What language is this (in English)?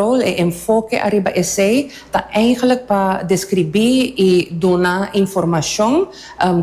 Papiamento